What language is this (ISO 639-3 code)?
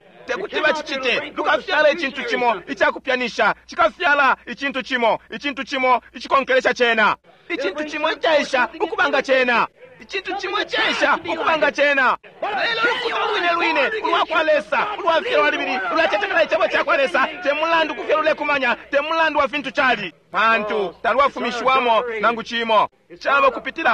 bem